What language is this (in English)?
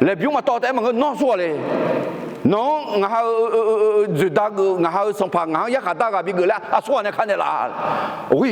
Akha